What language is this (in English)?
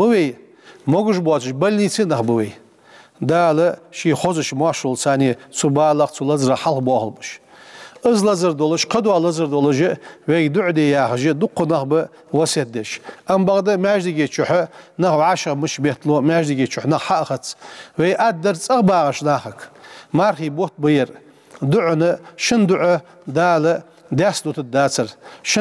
Ingush